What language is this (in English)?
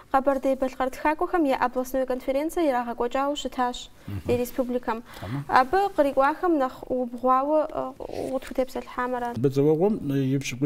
Kabardian